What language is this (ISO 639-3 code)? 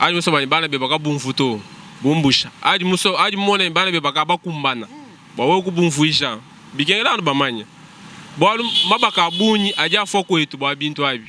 lua